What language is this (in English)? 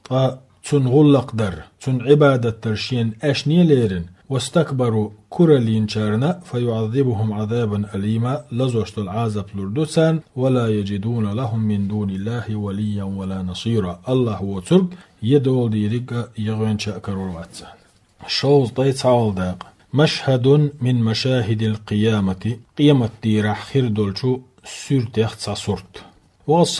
Chechen